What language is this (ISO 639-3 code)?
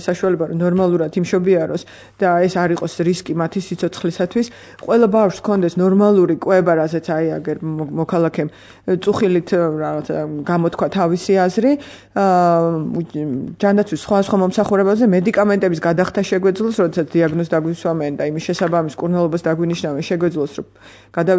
kat